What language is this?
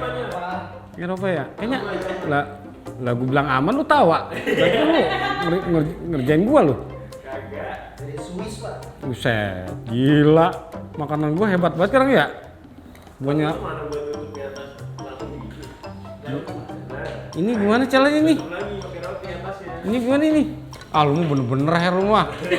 Betawi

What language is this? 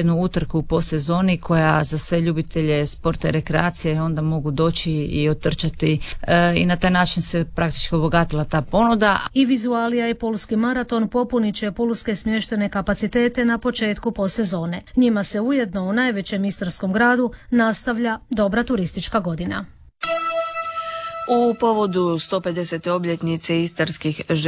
Croatian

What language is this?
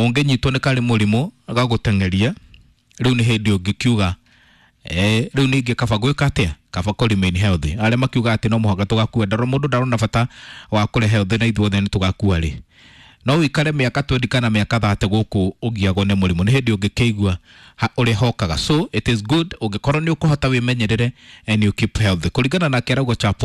Kikuyu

